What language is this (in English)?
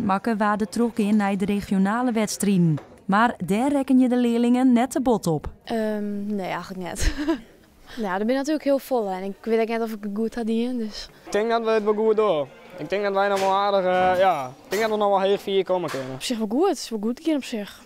Western Frisian